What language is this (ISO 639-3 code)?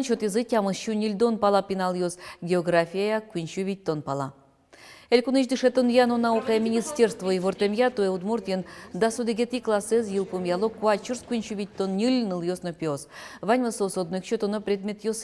udm